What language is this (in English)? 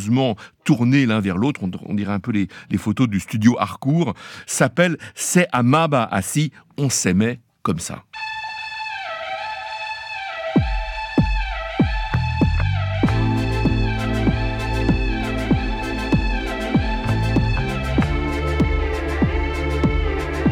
French